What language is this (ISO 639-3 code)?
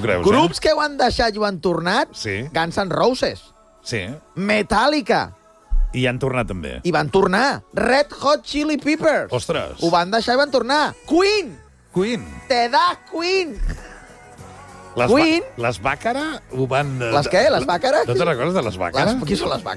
cat